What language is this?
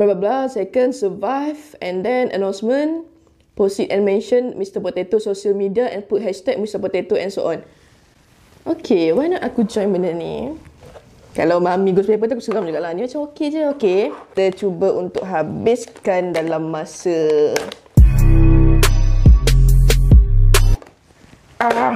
Malay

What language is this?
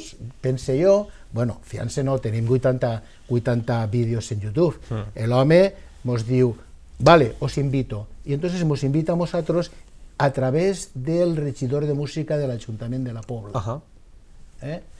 Catalan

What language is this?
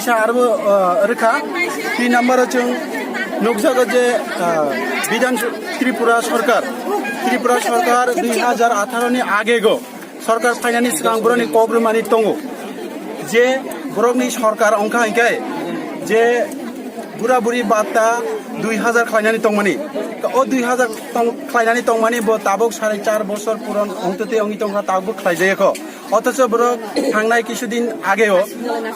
Kok Borok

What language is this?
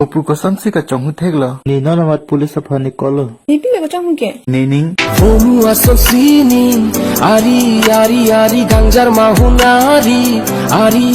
Karbi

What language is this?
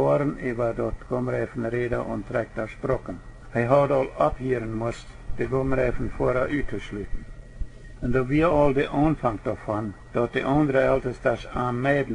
Plautdietsch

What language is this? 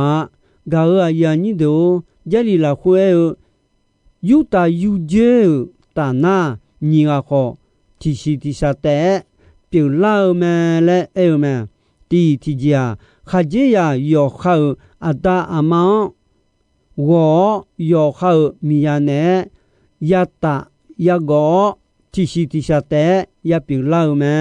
Akha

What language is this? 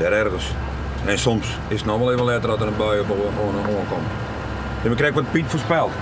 Western Frisian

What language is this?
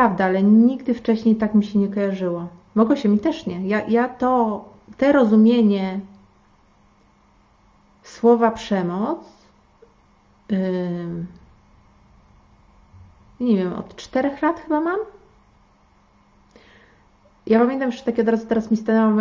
Polish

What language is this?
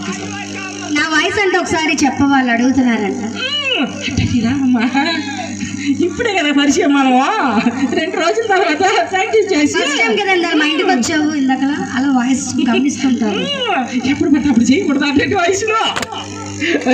Telugu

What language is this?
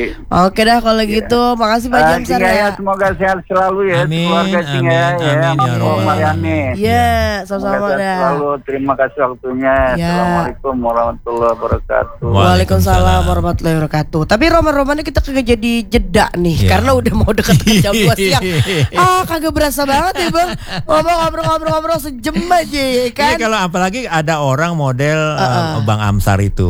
Indonesian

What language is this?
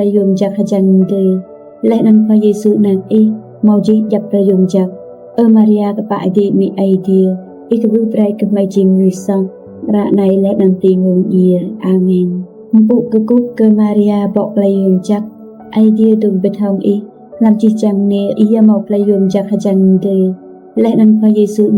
Rade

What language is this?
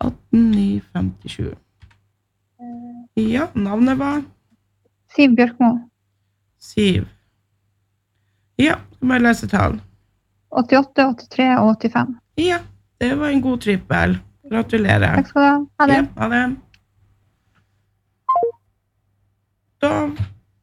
Norwegian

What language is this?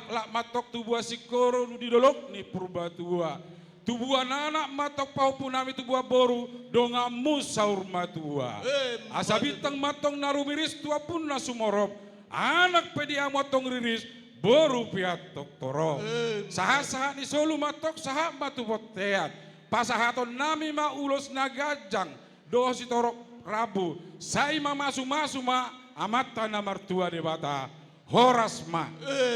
Batak Toba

